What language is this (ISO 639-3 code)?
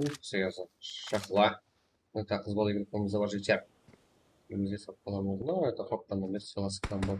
kaa